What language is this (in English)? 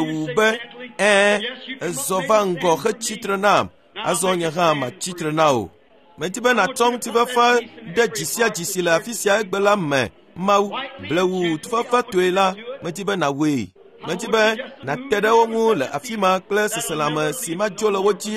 Ewe